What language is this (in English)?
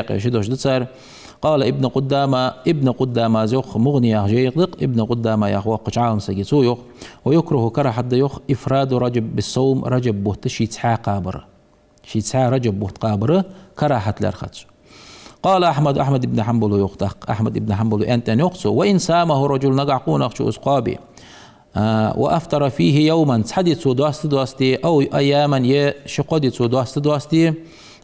Ingush